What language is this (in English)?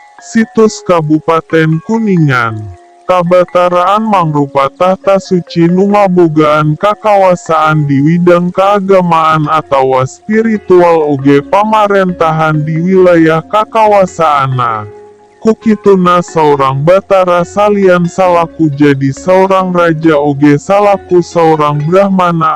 Sundanese